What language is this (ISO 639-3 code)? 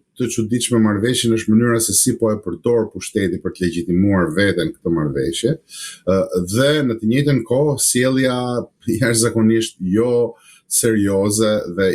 sqi